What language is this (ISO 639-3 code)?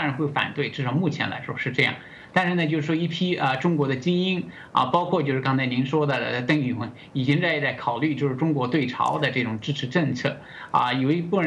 zho